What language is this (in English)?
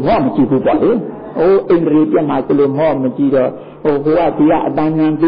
Burmese